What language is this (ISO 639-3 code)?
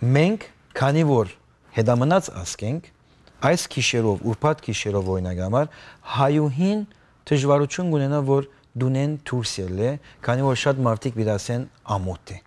hyw